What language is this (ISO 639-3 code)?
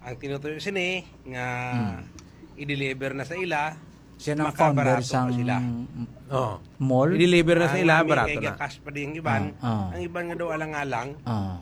hil